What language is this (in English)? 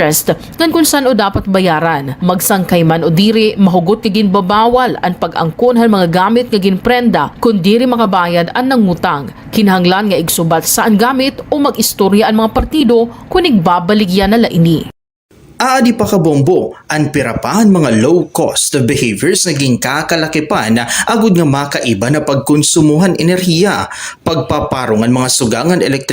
Waray